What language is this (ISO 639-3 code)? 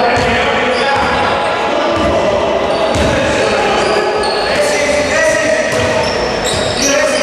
ell